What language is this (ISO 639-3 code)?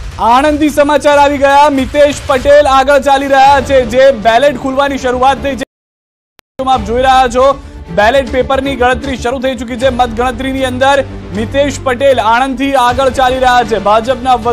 guj